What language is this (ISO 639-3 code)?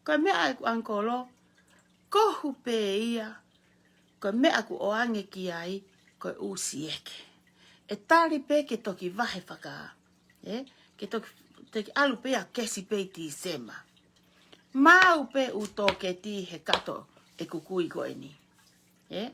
ton